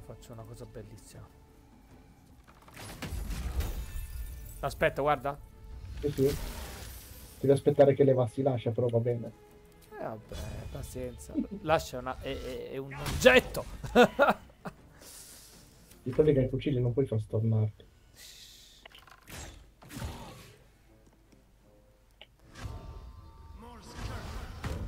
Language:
Italian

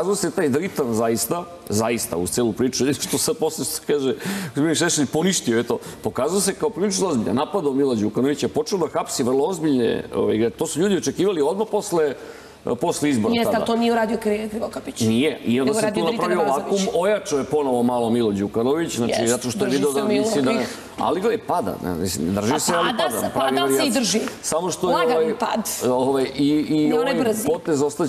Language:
Serbian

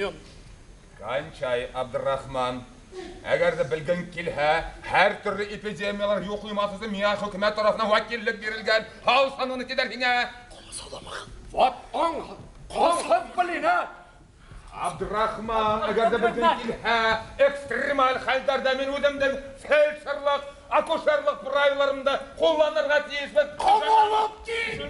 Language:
Bashkir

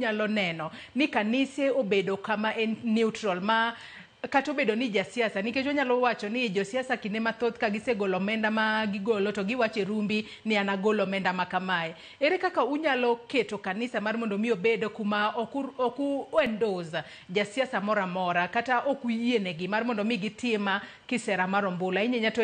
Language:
Luo (Kenya and Tanzania)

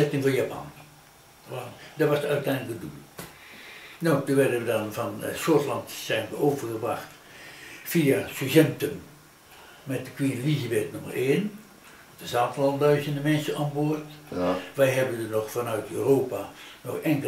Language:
Dutch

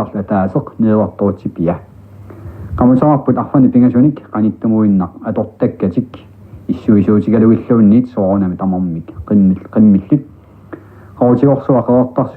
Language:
Kalaallisut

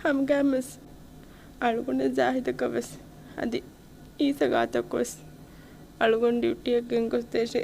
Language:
Divehi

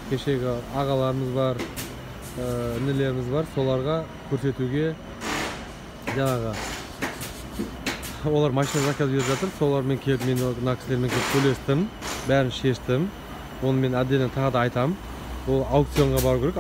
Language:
Kazakh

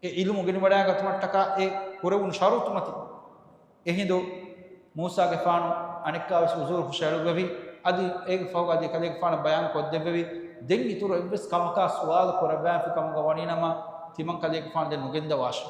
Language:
Divehi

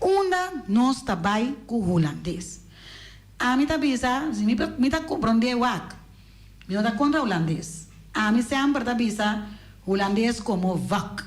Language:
Papiamento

